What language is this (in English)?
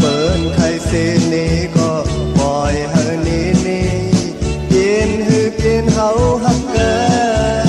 Shan